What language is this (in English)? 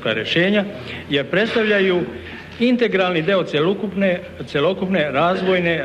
Serbian